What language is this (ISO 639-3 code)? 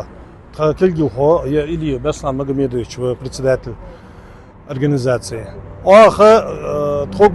inh